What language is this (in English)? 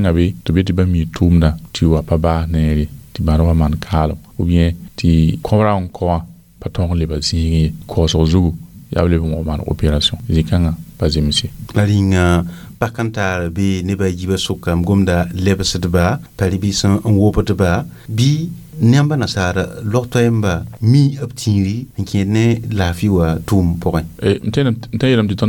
Mossi